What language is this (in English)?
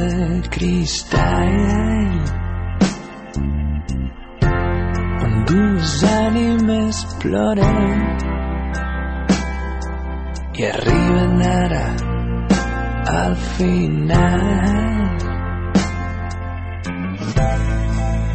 Catalan